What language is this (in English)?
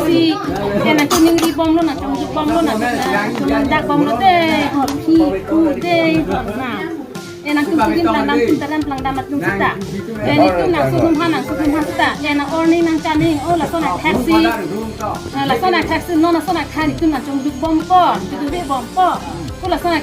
Karbi